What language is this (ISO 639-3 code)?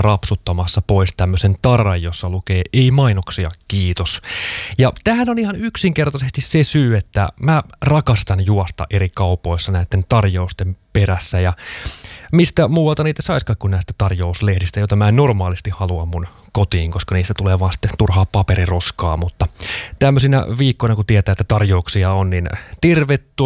fin